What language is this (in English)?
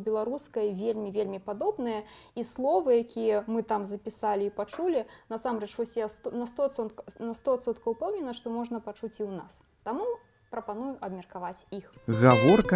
Belarusian